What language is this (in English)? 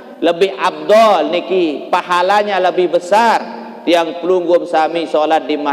Sasak